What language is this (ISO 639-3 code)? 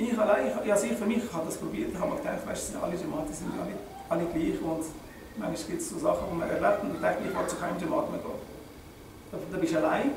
gsw